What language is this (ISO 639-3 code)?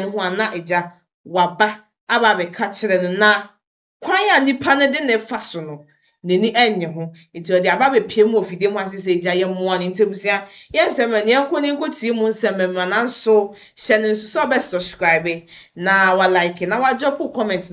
aka